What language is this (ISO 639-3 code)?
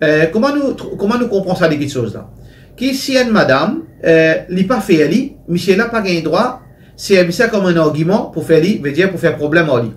mfe